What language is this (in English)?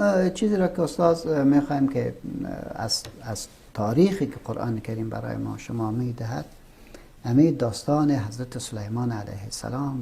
Persian